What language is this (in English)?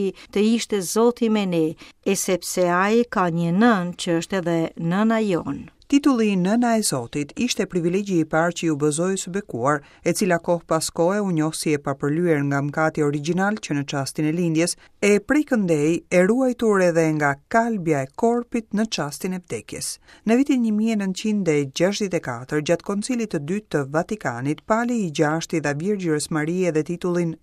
Albanian